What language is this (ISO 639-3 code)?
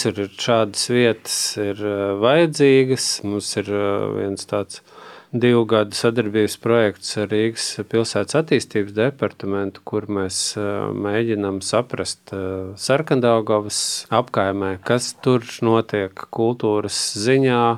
lav